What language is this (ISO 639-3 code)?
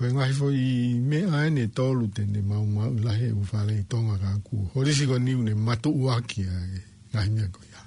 ton